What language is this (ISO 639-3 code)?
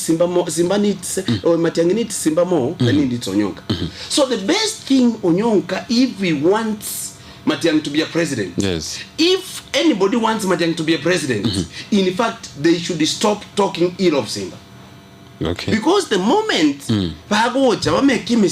guz